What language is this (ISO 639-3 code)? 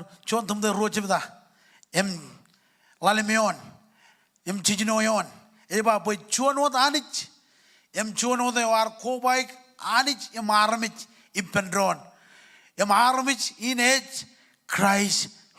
mah